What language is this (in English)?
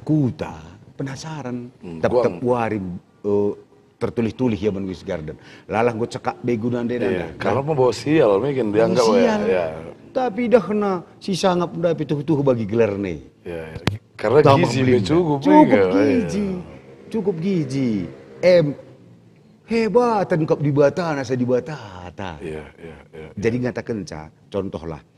Batak Karo